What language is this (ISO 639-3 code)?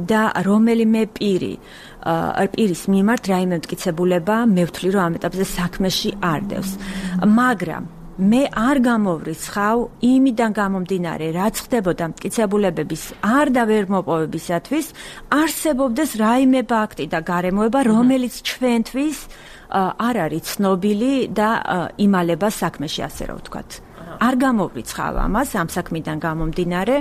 kat